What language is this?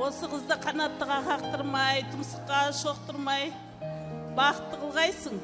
Kara-Kalpak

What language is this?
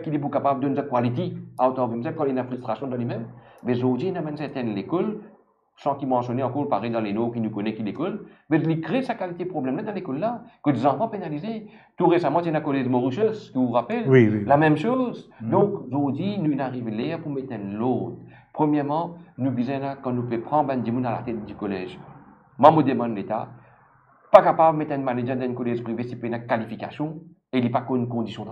Morisyen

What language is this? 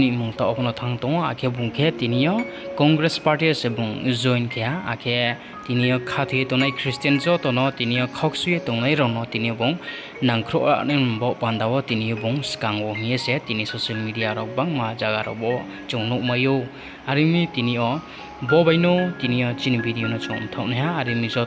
Riang (India)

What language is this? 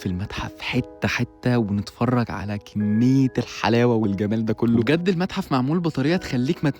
Egyptian Arabic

